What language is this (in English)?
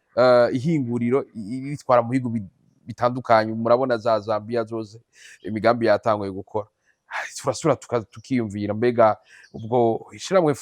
Rundi